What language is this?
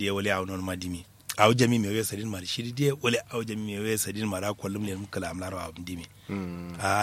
Kanuri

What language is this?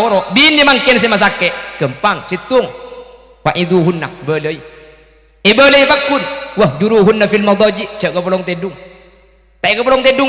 Madurese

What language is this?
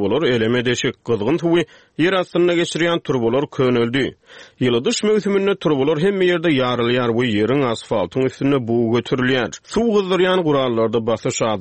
Turkmen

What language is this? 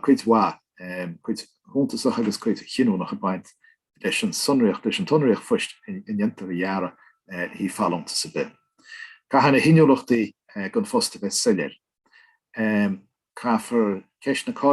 Irish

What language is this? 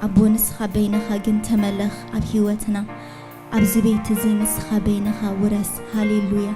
Tigrinya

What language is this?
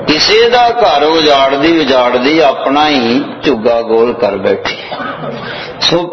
Punjabi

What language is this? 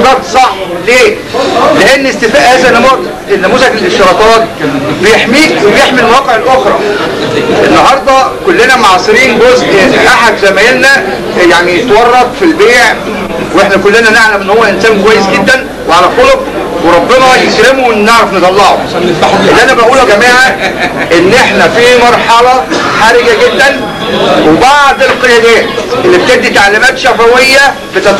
Egyptian Arabic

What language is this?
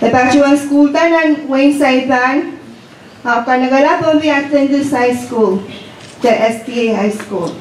Pohnpeian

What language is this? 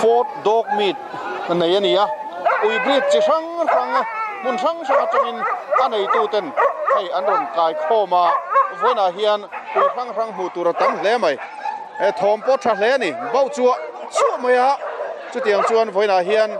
Mizo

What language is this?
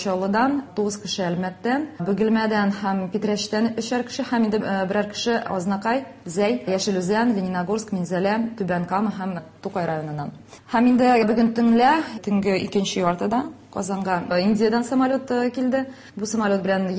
Tatar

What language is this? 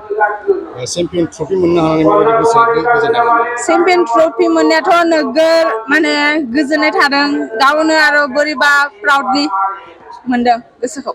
Bodo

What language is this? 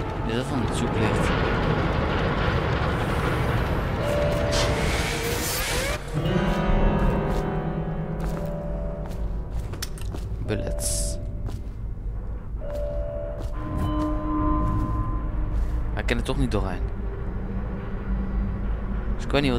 Dutch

